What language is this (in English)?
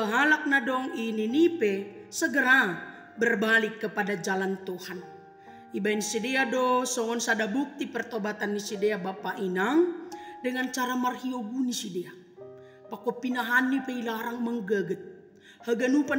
Batak Simalungun